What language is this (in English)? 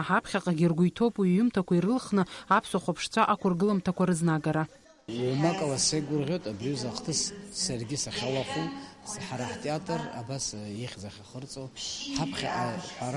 Abkhazian